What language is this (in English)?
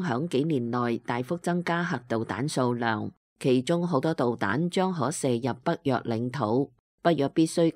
Cantonese